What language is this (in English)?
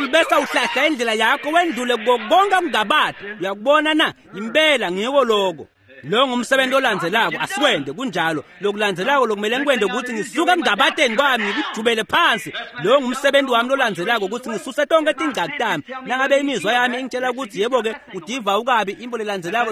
Swati